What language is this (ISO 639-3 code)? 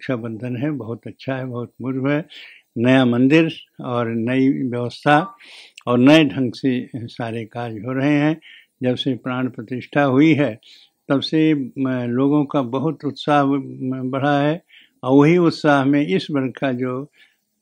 hin